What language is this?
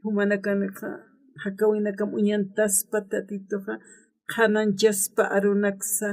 Aymara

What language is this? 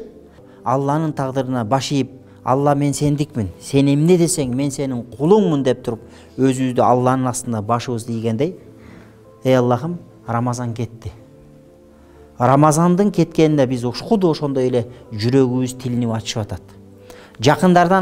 Kyrgyz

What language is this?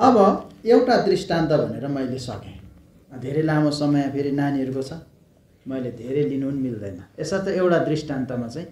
Nepali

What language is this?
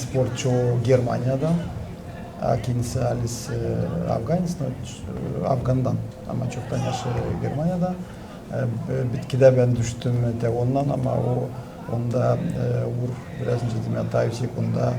Gagauz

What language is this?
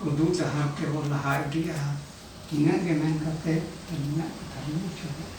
Santali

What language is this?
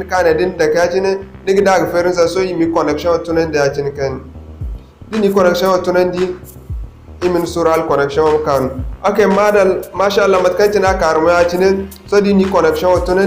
Zarma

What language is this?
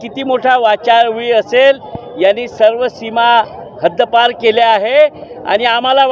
Marathi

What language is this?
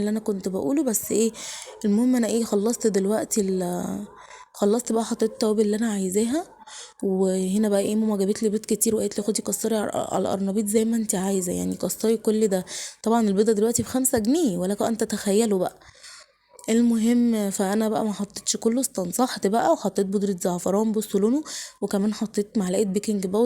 Egyptian Arabic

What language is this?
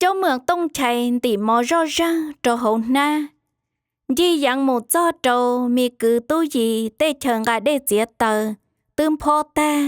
Hmong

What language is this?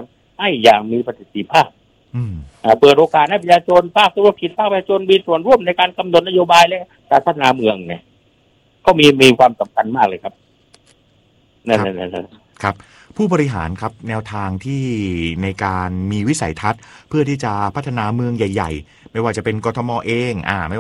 Thai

